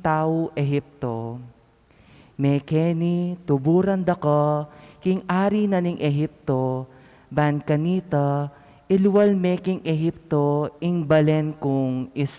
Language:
Pampanga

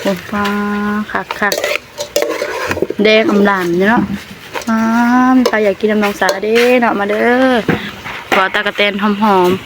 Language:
Northeastern Thai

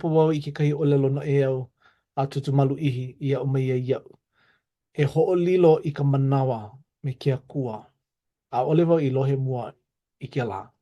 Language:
Hawaiian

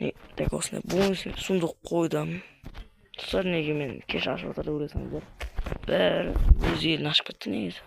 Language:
Kazakh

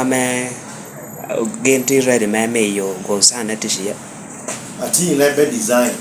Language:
Lango (Uganda)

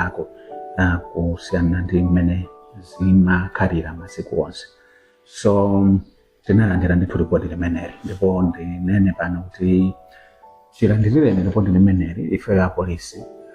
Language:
Nyanja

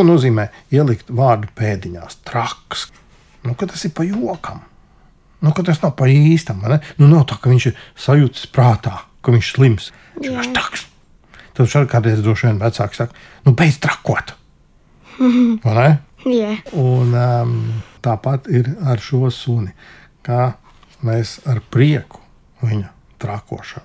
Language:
Latvian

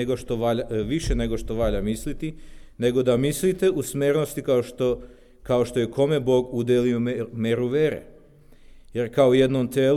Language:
Serbian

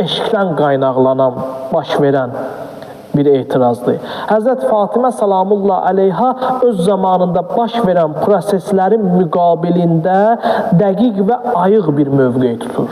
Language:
Azerbaijani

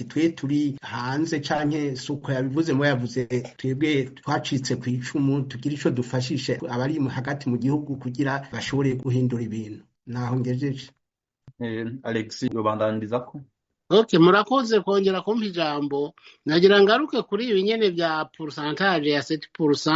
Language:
Rundi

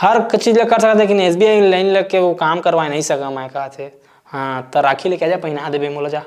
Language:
Chhattisgarhi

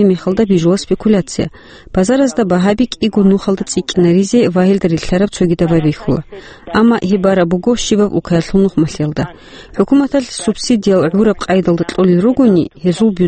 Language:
Avaric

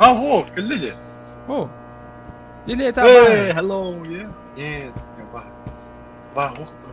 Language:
Yakut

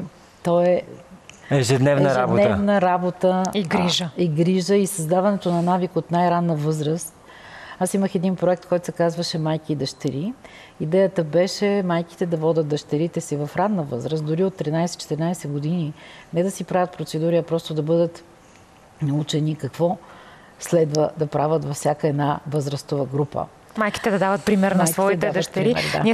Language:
Bulgarian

